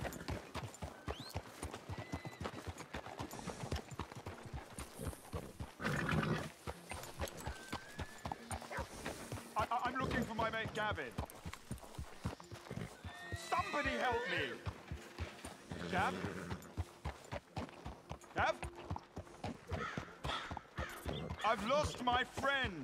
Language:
English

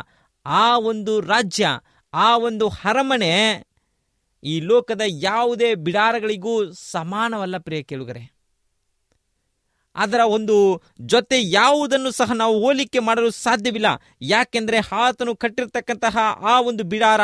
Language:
Kannada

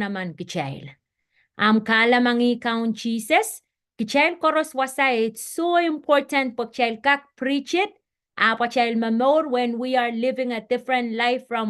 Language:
Pohnpeian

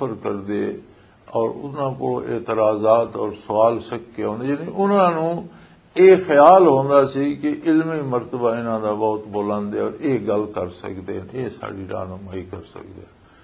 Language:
Western Panjabi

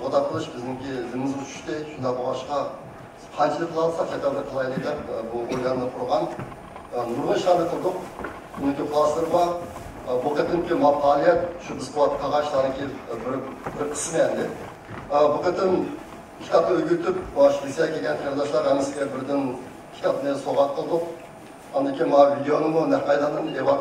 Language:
Uyghur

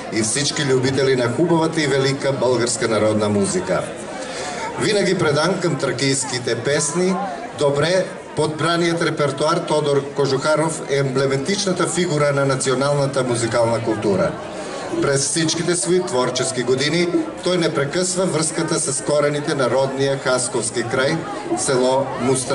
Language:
Bulgarian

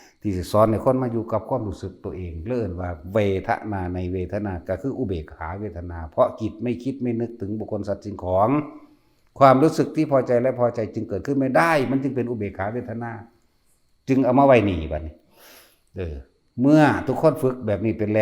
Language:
Northeastern Thai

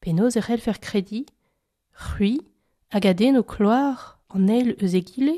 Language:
Breton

